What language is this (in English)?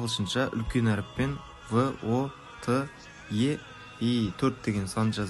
Kara-Kalpak